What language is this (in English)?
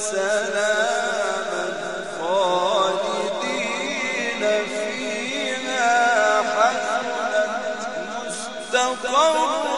Arabic